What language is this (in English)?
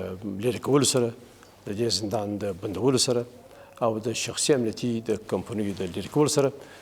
Pashto